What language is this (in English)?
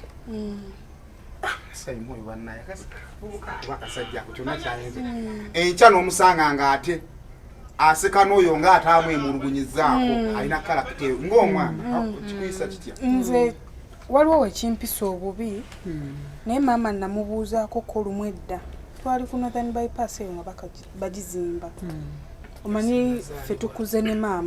Ganda